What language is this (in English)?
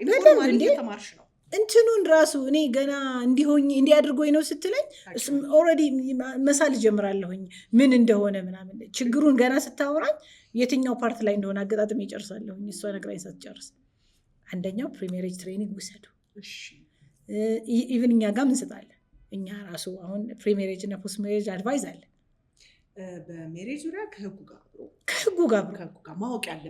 Amharic